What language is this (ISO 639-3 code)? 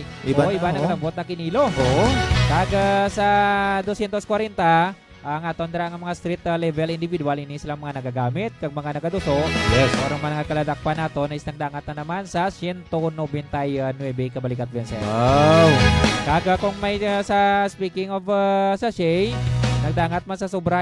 hil